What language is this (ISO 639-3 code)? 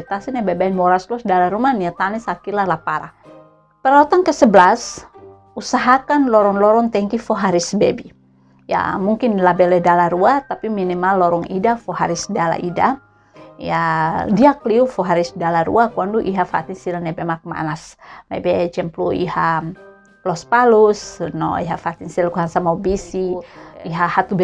tet